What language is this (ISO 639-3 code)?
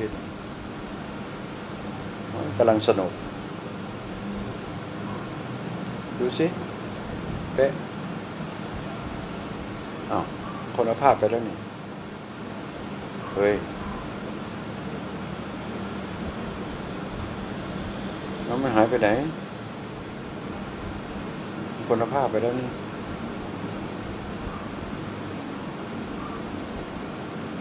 tha